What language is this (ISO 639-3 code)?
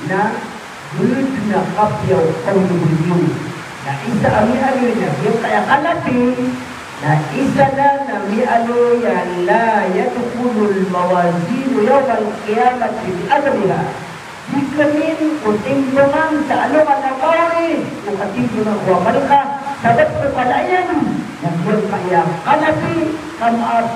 mrw